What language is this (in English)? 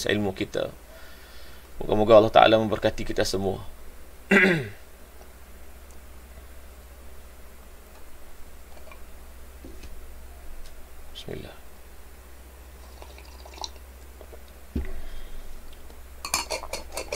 Malay